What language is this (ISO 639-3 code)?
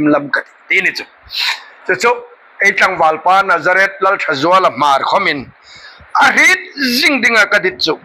hmr